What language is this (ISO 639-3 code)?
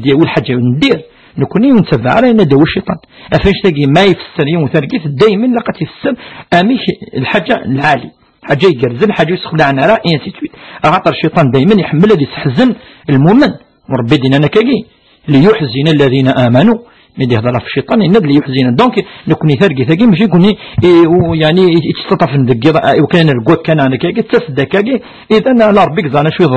kab